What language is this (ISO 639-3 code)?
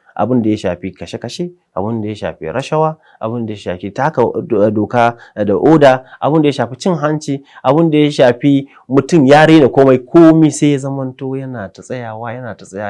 hau